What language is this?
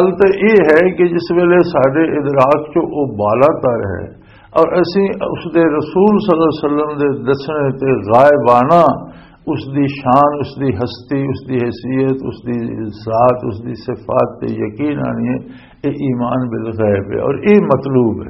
Western Panjabi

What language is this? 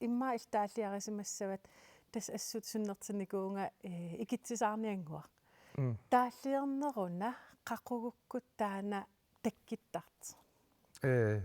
Kalaallisut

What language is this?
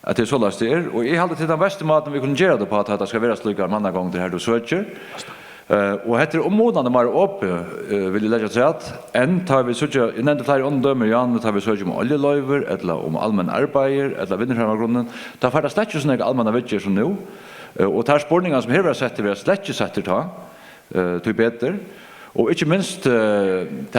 Faroese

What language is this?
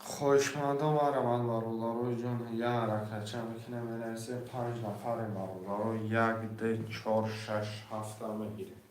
Tajik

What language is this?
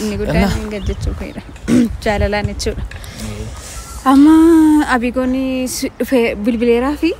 Oromo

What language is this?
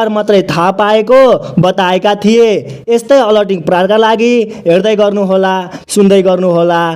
Nepali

